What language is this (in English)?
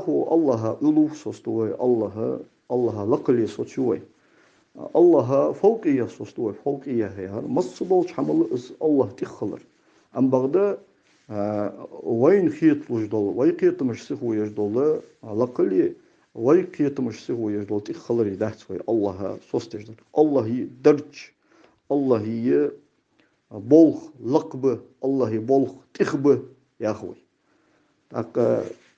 Ingush